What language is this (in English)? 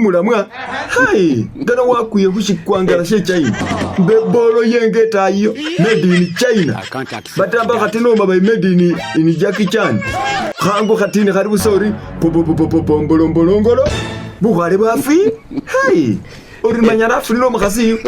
Masaaba